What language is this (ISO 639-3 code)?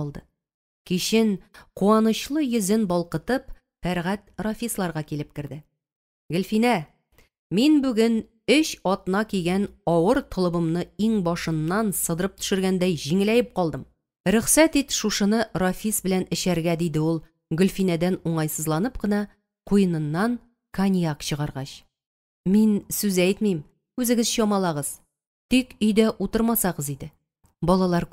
tat